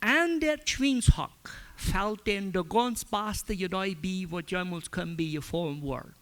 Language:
Plautdietsch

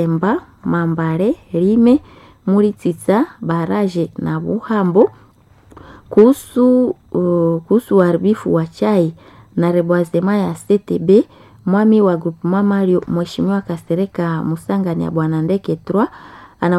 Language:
Swahili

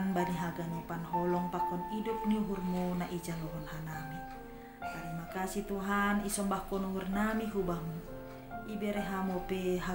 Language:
Batak Simalungun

